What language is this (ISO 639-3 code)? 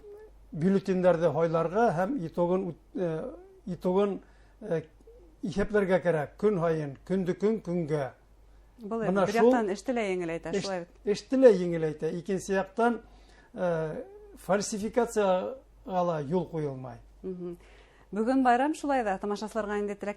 bak